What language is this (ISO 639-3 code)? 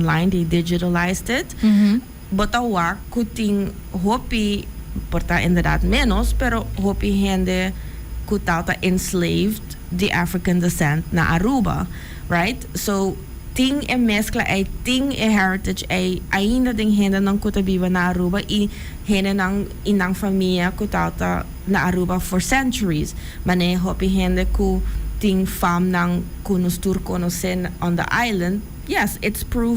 pap